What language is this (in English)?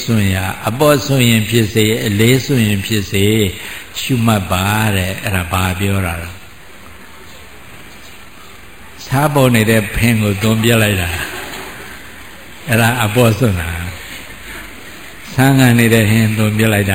Burmese